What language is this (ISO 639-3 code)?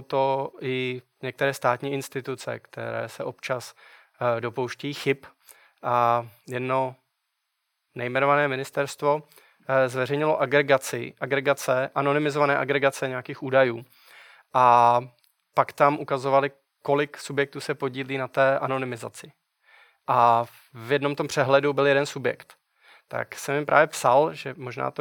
ces